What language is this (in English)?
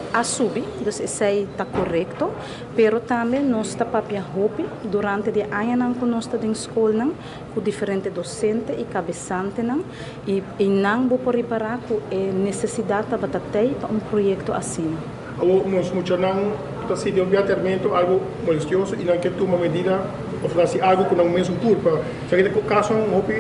Papiamento